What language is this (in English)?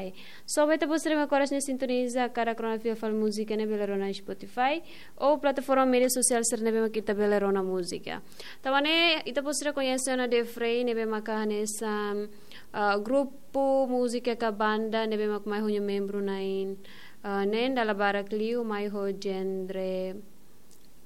Tetum